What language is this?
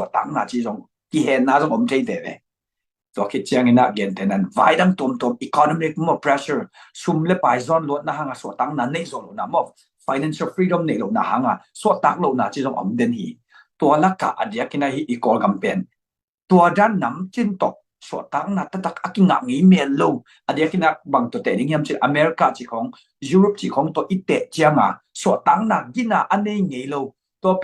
Tedim Chin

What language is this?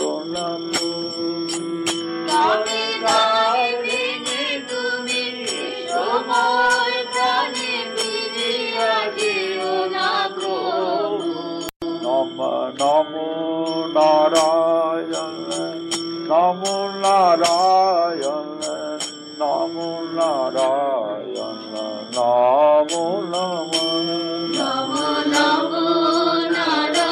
Bangla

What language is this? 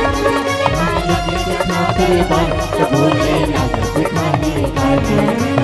Chhattisgarhi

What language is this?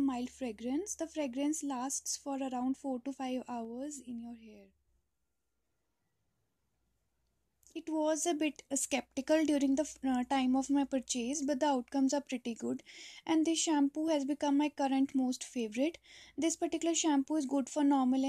English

